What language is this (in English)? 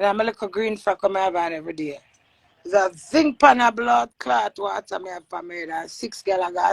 Jamaican Creole English